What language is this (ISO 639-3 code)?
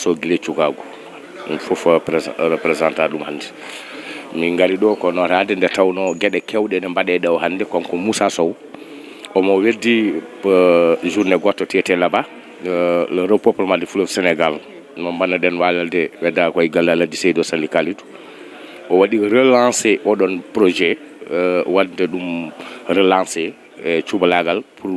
ful